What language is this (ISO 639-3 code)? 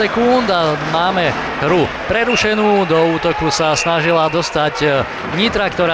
slk